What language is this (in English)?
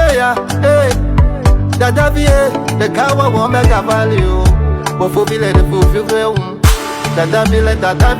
Ewe